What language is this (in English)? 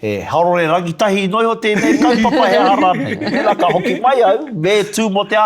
Māori